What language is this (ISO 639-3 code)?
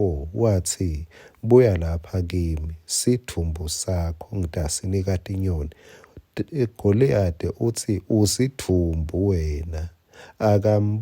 ssw